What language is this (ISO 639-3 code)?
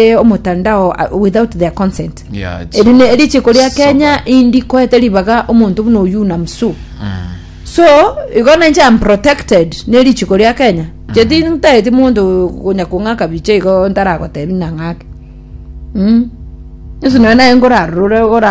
guz